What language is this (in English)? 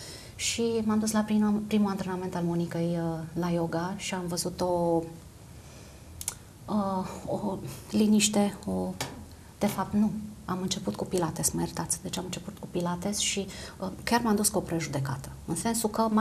Romanian